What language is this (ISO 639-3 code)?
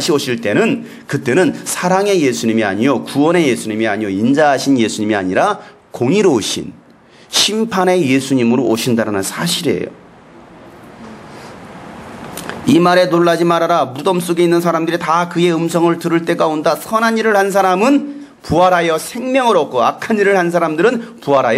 kor